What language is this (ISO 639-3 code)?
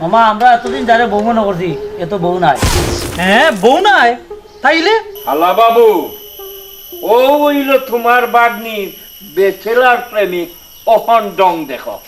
syl